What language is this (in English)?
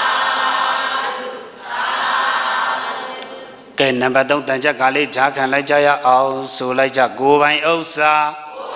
Burmese